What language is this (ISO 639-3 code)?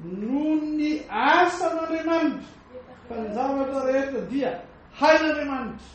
mlg